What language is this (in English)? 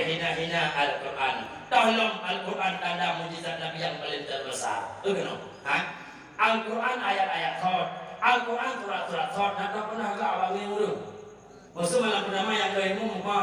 Achinese